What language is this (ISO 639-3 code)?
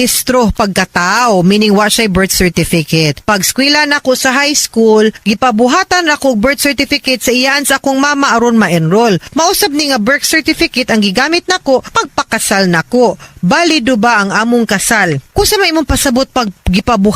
ceb